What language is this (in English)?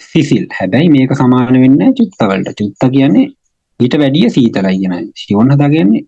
Sinhala